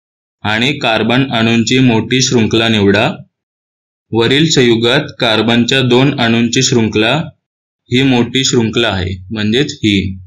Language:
Marathi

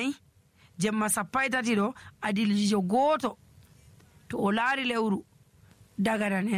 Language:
Nigerian Fulfulde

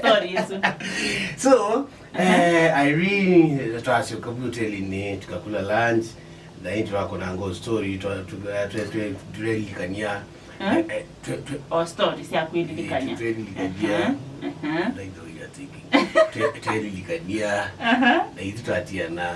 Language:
Kamba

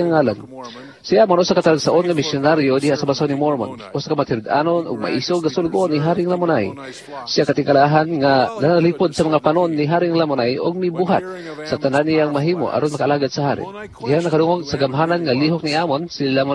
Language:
Cebuano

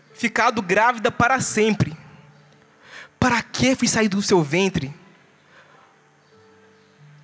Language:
Portuguese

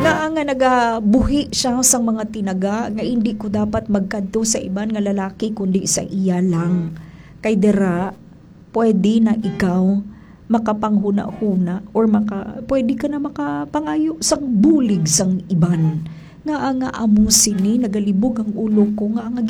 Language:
Hiligaynon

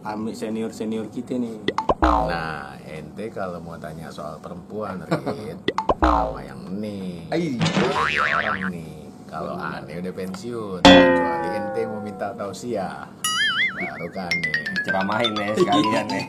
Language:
Betawi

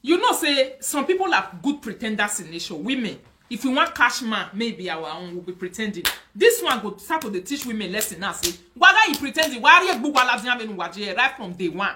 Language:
Nigerian Pidgin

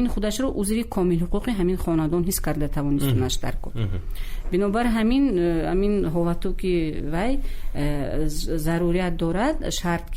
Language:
Tajik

